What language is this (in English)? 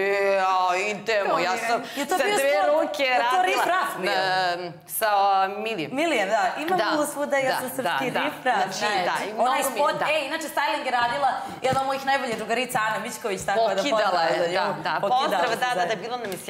Serbian